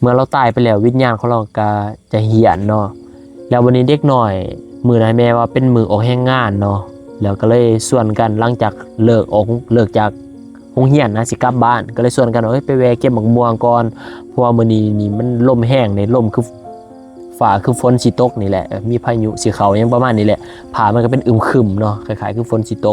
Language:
Lao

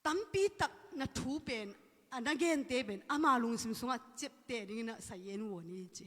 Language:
Tedim Chin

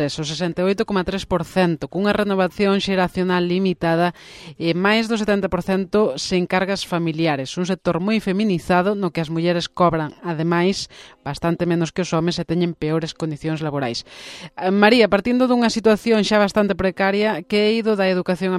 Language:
Galician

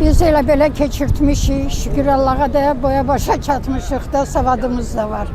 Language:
Azerbaijani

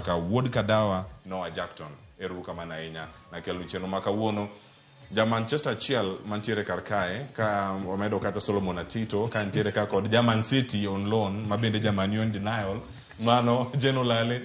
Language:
Luo (Kenya and Tanzania)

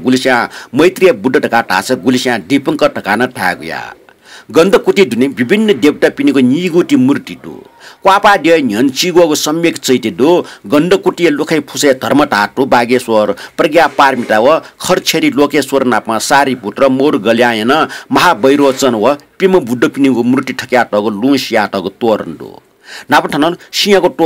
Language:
Newari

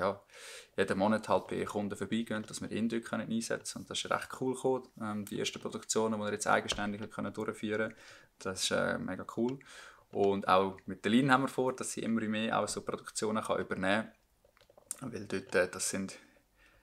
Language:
Swiss German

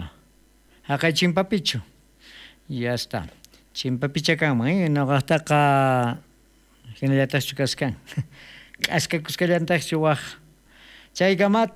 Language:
South Bolivian Quechua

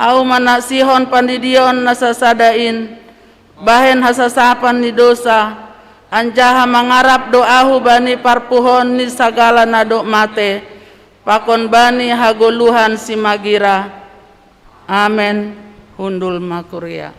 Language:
Batak Simalungun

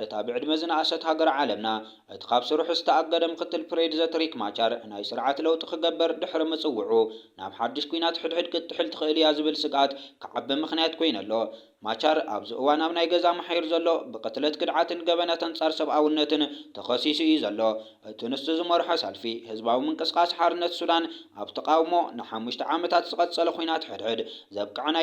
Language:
Tigrinya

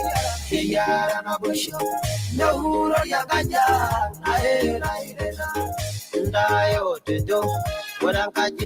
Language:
Masai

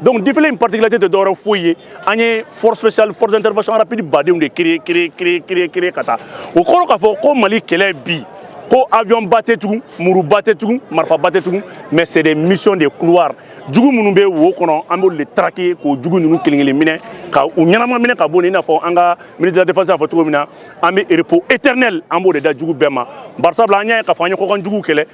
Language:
Bambara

